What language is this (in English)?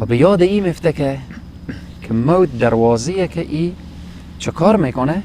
Persian